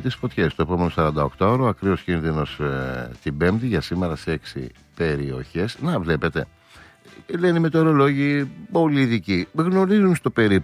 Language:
Greek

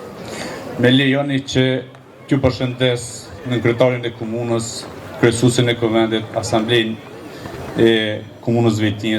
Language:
Albanian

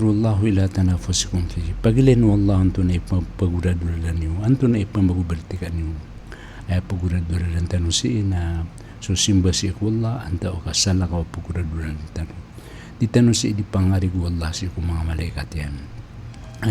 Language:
Maranao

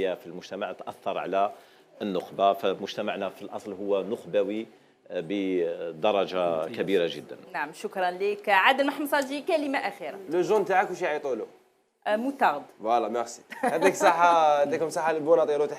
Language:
Algerian Arabic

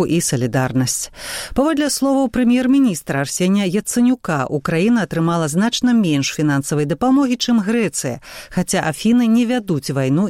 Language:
Belarusian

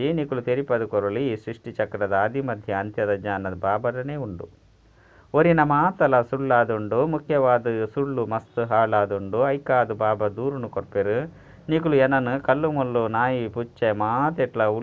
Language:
Tulu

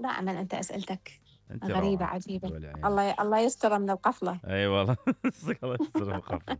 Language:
Mesopotamian Arabic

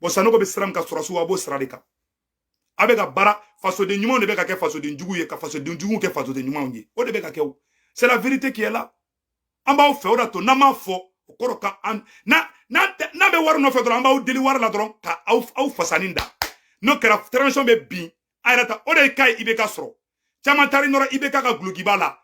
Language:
Bambara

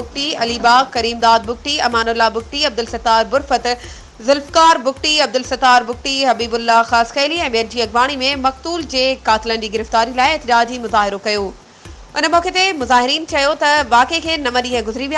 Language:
Sindhi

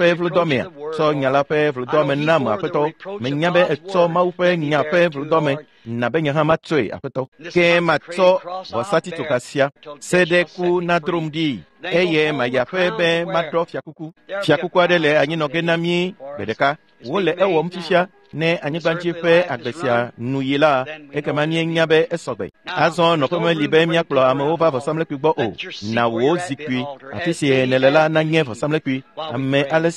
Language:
Ewe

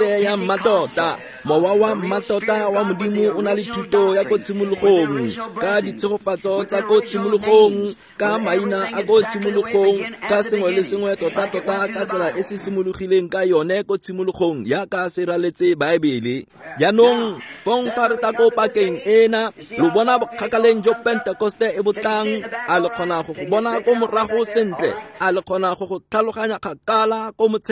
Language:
Tswana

